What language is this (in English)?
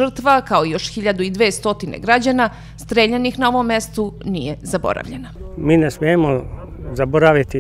Serbian